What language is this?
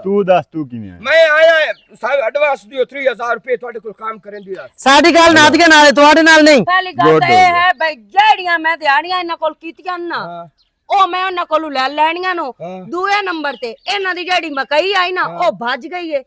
Western Panjabi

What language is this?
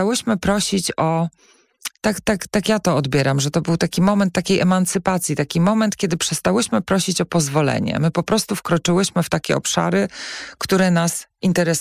Polish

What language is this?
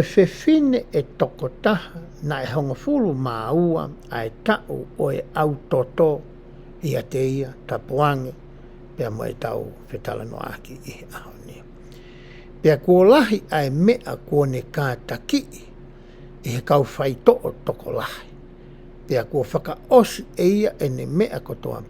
Tongan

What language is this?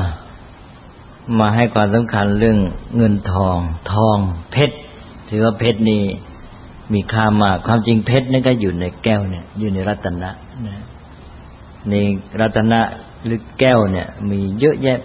Thai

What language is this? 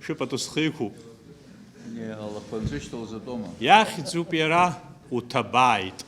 Abkhazian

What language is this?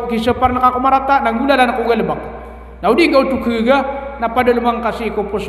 Maranao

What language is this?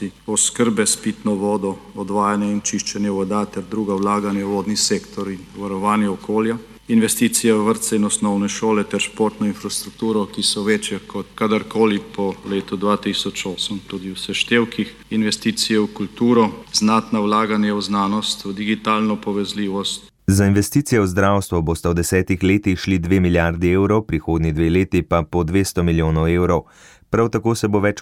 Slovenian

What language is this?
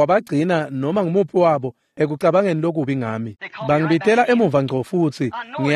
Swati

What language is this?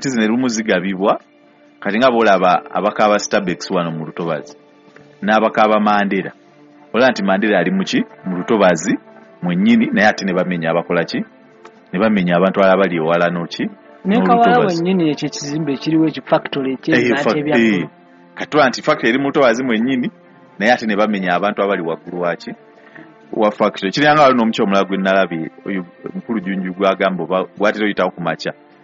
Ganda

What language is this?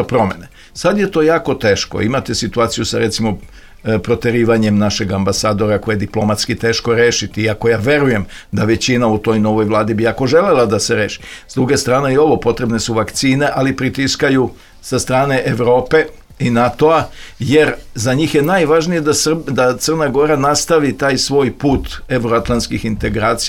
Serbian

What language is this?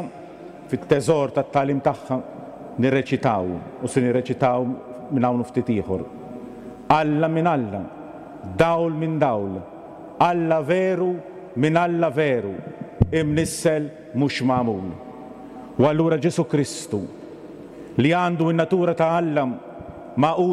Maltese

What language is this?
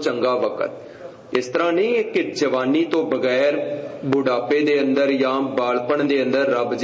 Punjabi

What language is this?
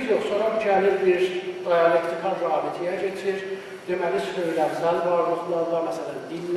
South Azerbaijani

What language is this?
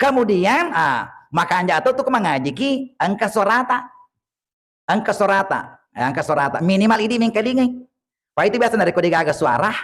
Buginese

